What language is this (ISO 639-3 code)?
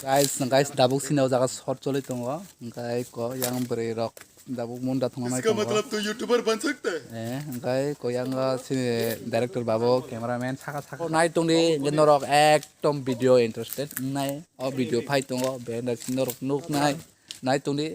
trp